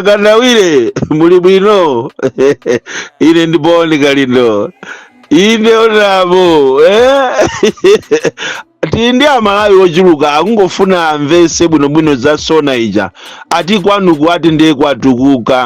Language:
Nyanja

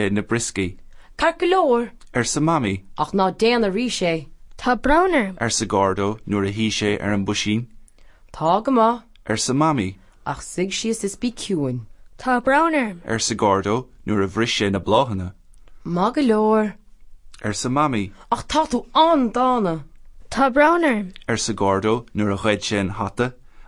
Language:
Irish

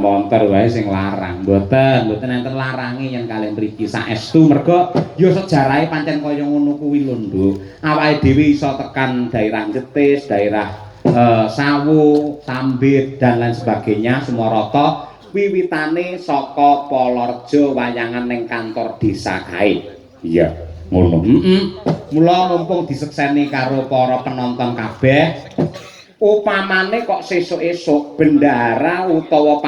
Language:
Javanese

